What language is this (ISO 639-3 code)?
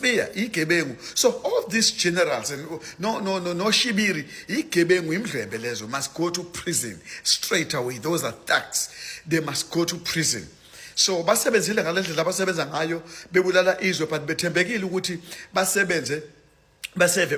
zul